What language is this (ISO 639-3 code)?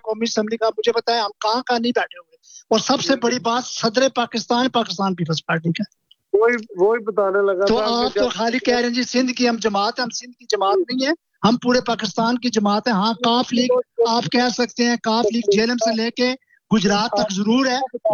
urd